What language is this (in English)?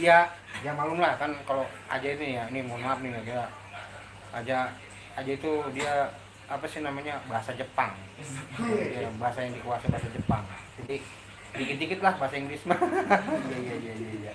Betawi